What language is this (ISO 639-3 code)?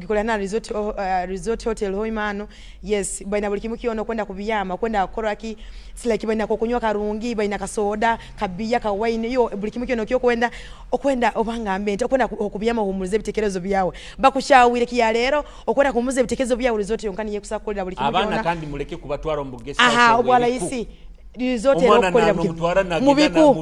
nyo